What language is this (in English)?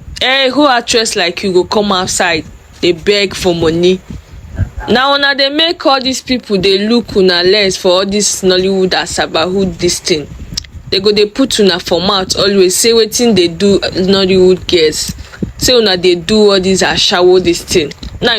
Nigerian Pidgin